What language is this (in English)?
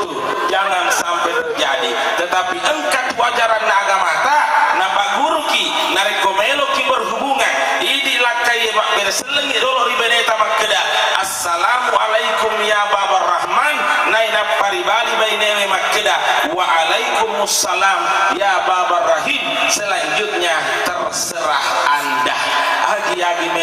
Buginese